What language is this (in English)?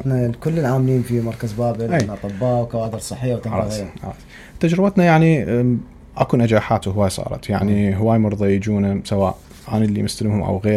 Mesopotamian Arabic